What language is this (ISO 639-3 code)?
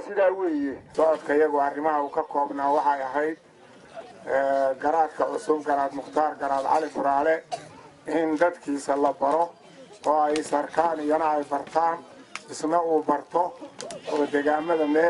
som